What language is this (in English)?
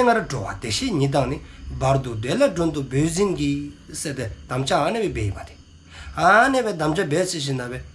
Dzongkha